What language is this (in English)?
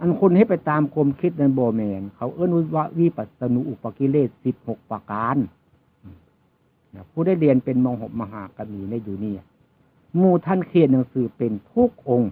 Northeastern Thai